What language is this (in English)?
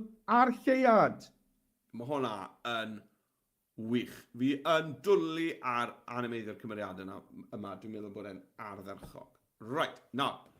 Welsh